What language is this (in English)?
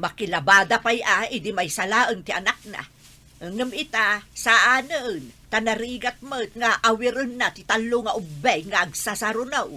Iloko